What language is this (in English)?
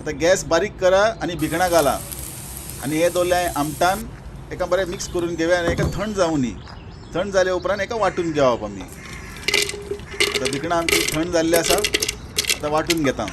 Konkani